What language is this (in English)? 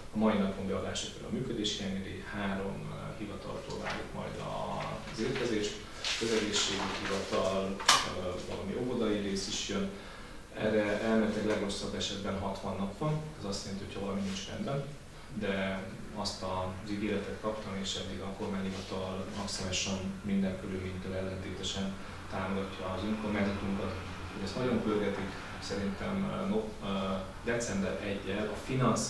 Hungarian